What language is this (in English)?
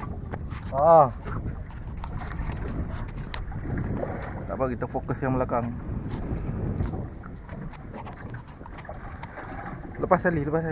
Malay